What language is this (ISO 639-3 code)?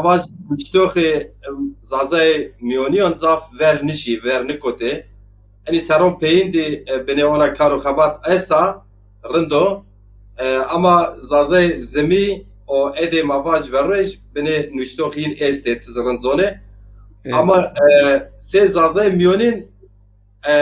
zza